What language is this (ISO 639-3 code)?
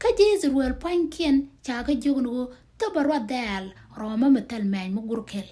nus